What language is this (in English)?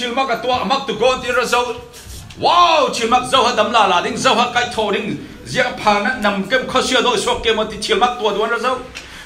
Falam Chin